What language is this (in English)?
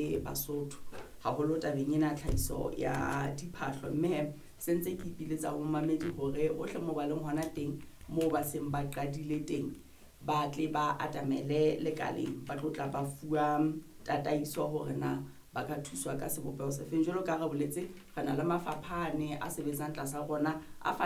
Southern Sotho